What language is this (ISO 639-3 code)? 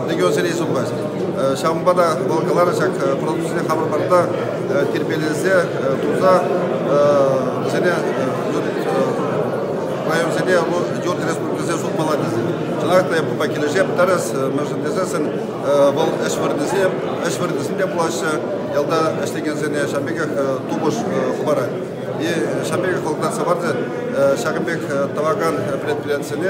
chv